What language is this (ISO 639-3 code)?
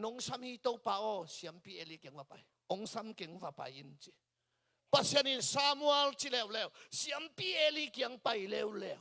ctd